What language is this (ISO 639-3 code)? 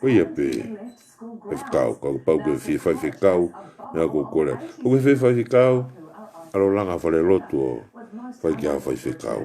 ton